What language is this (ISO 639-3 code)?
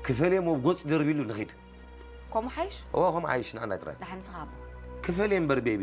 tir